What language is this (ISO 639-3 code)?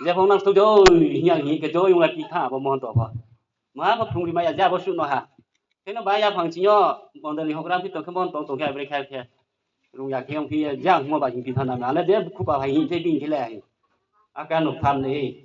ria